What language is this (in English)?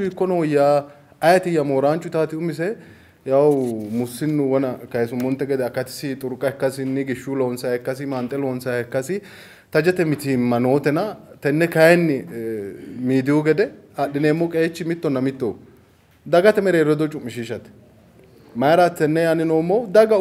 Sidamo